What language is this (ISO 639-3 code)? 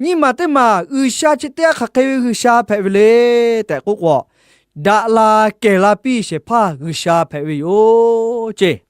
lhu